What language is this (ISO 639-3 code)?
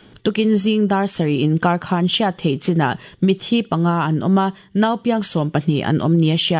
lus